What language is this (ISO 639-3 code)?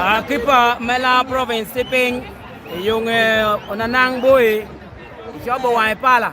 laj